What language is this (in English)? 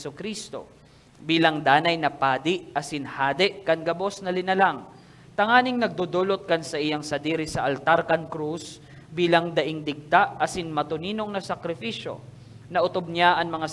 Bikol